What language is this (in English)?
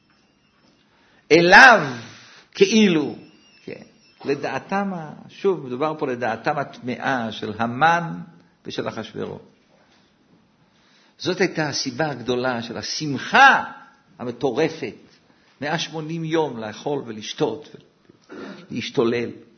Hebrew